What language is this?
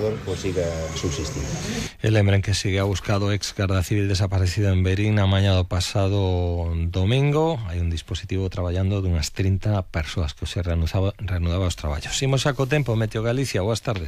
Galician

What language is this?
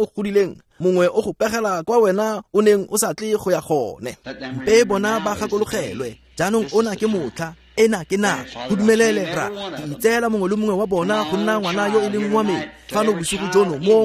Tswana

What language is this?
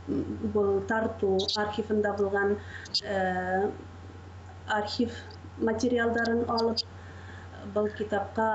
Bashkir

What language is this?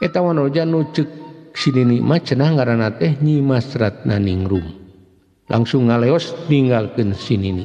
Sundanese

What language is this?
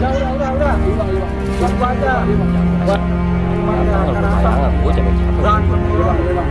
Betawi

